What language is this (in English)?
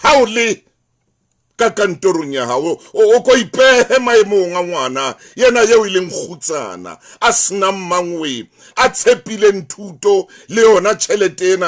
Southern Sotho